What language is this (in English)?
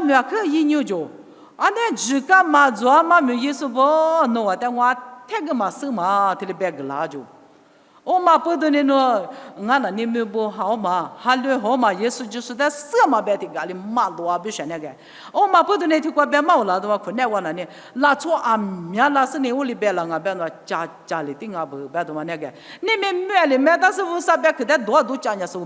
Lisu